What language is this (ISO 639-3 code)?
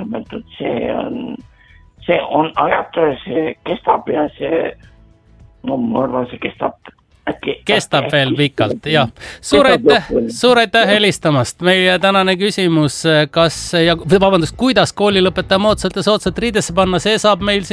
est